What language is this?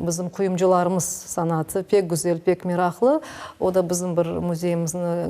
Crimean Tatar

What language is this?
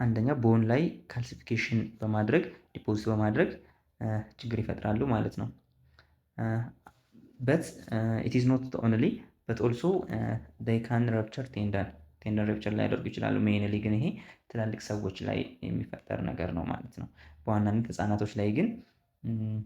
Amharic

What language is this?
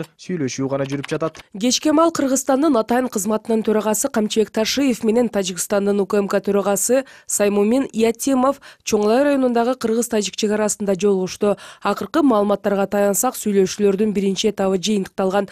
Kyrgyz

